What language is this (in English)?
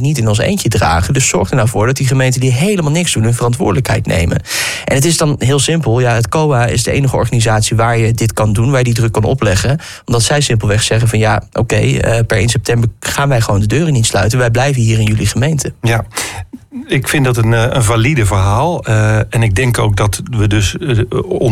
Dutch